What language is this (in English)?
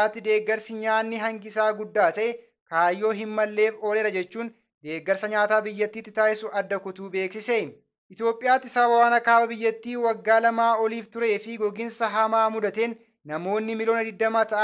Oromo